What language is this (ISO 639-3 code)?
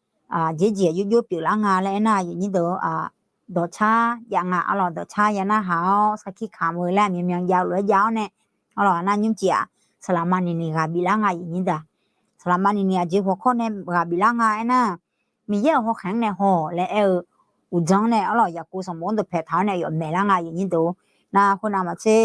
ahk